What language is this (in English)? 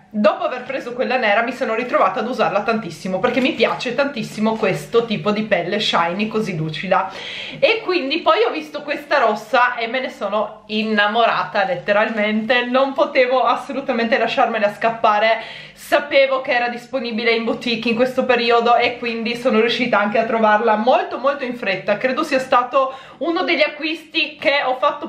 Italian